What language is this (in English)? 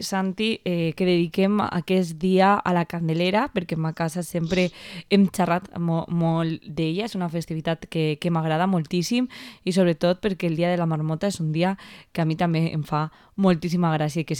Catalan